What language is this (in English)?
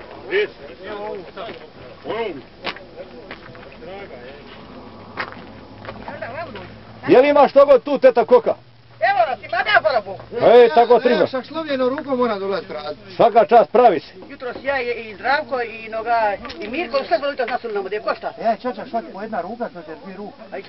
Croatian